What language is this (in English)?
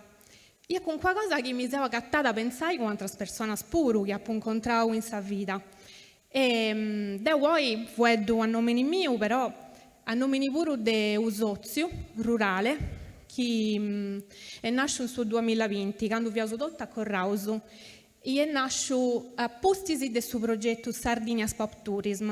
Sardinian